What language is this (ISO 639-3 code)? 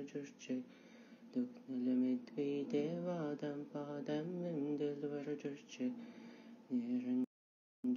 mon